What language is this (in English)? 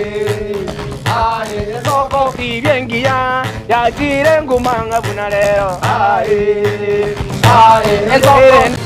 Gusii